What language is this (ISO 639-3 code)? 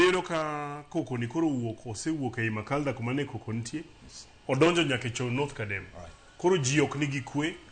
luo